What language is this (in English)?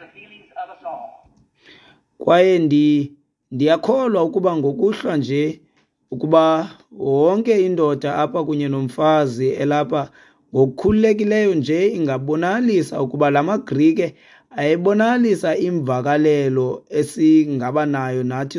Xhosa